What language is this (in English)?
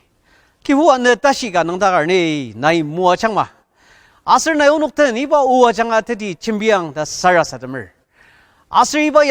Ao Naga